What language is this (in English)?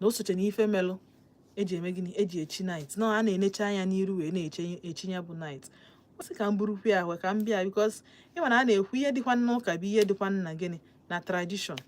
Igbo